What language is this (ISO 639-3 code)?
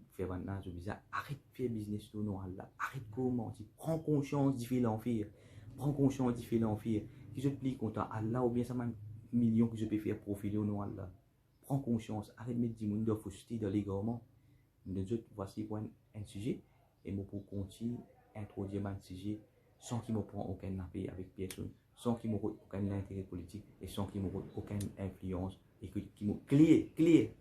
mfe